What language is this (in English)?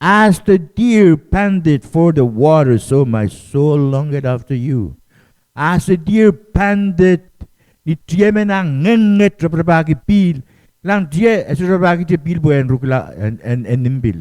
Pohnpeian